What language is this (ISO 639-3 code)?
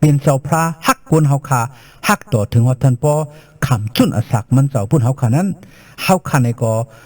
shn